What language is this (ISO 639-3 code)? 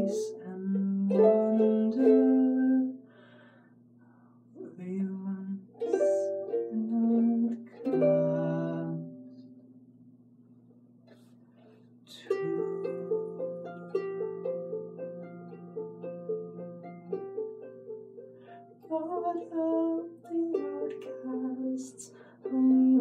eng